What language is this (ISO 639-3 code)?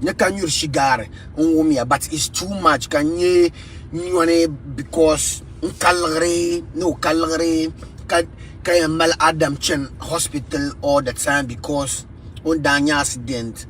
dag